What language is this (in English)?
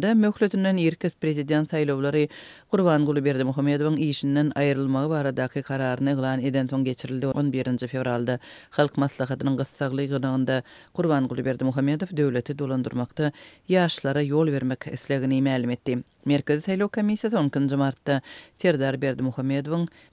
Turkmen